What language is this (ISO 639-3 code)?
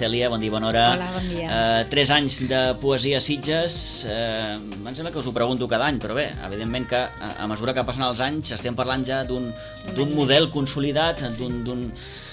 cat